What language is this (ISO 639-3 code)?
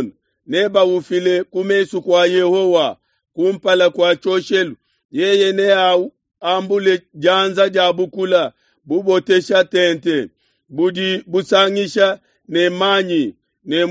lua